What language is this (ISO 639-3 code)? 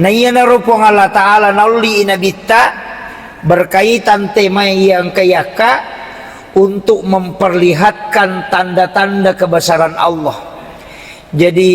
bug